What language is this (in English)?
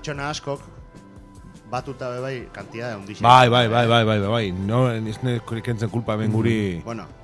Basque